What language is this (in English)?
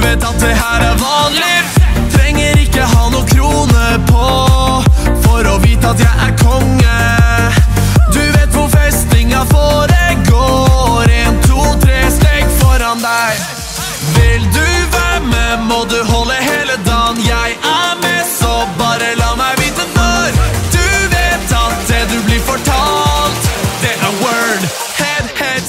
Norwegian